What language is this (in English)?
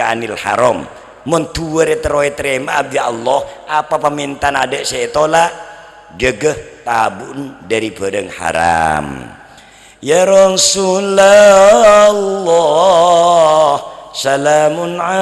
Madurese